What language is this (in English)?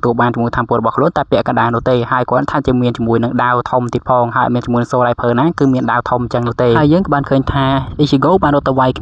Khmer